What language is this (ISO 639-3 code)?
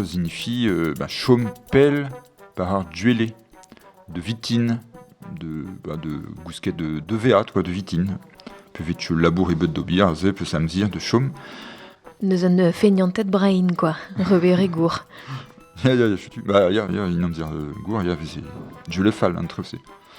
bre